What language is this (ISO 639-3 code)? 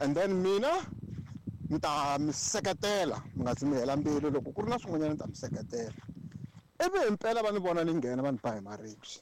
tso